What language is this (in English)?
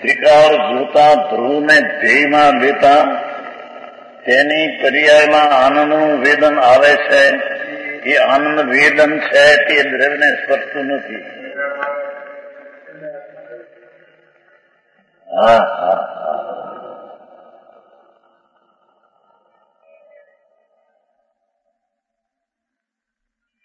Gujarati